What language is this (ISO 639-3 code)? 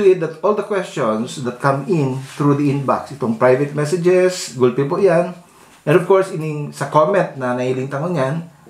bik